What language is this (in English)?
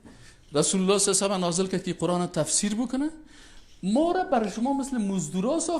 Persian